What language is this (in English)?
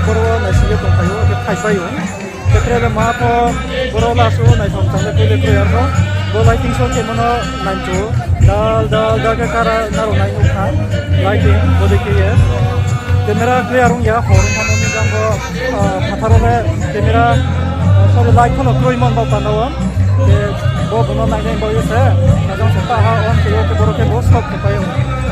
Riang (India)